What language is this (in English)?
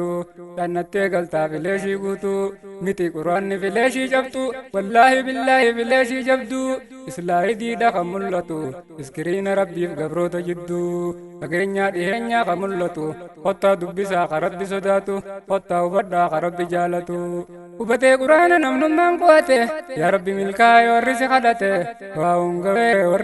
Oromo